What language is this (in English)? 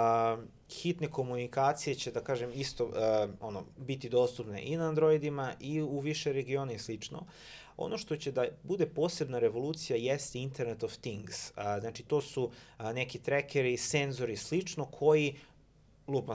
Serbian